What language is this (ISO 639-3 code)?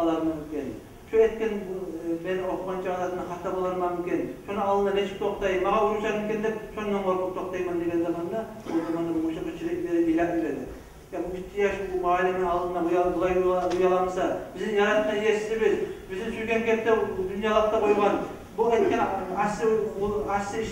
kum